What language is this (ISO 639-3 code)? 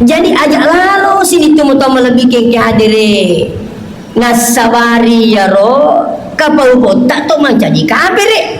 bug